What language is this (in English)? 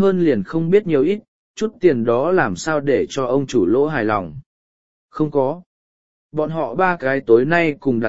Vietnamese